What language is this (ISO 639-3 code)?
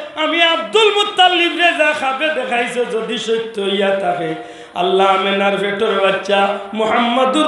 syl